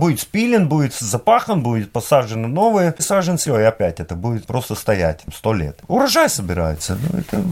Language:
Russian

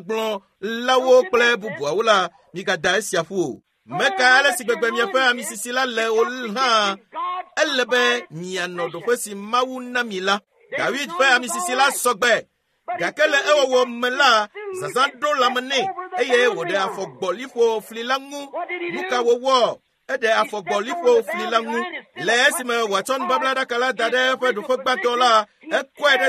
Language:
Ewe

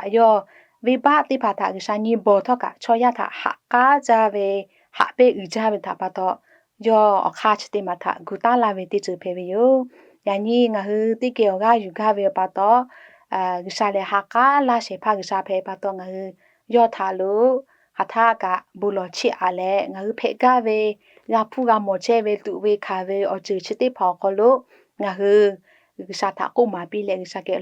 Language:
Lahu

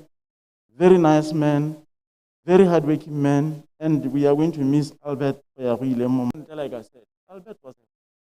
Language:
Tswana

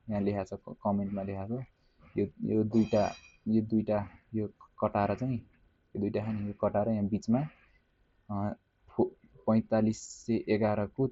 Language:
Nepali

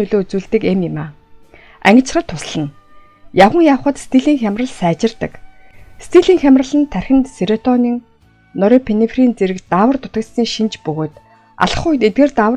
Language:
Mongolian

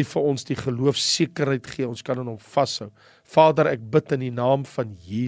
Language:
Afrikaans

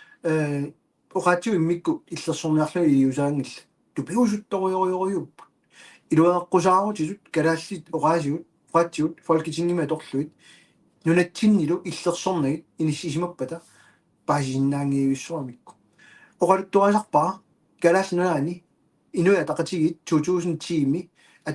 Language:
Kalaallisut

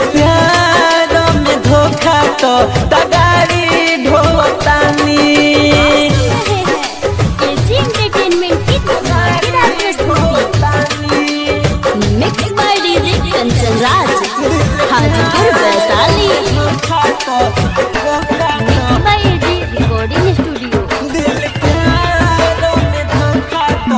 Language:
Bhojpuri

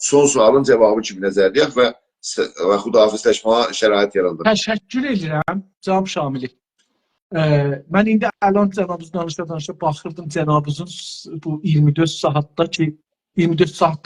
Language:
South Azerbaijani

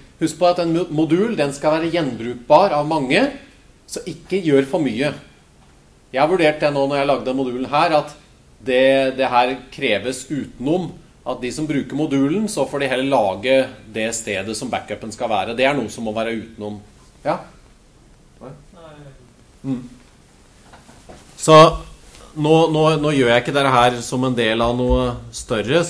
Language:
Norwegian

